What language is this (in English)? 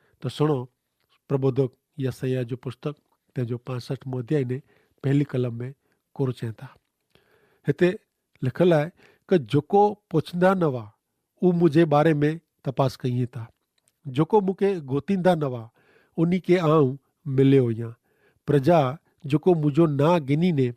Kachhi